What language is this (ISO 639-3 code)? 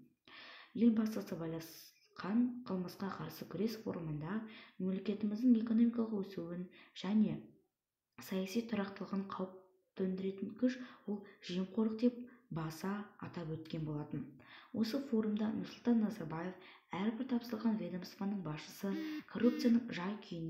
kaz